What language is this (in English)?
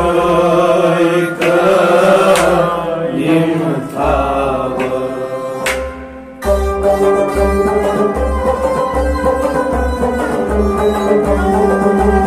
Kashmiri